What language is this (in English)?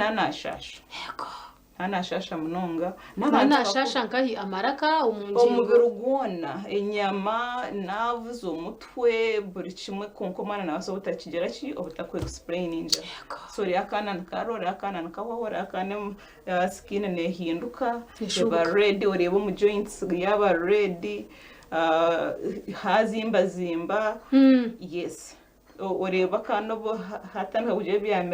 Nyankole